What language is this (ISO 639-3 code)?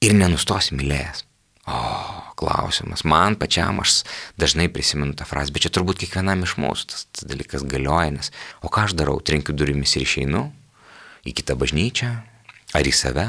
lit